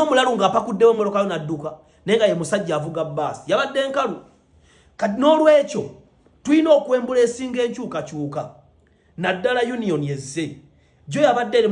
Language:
Ganda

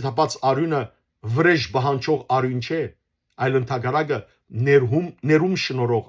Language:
Western Armenian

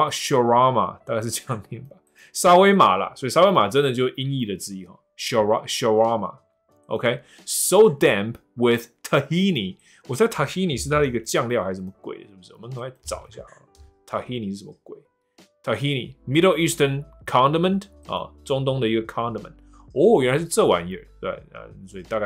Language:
Chinese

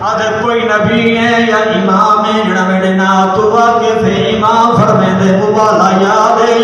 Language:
Saraiki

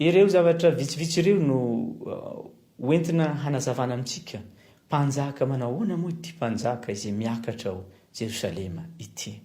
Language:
Malagasy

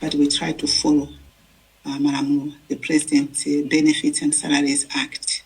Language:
Nyanja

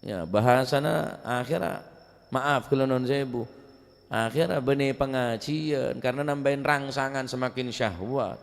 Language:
Madurese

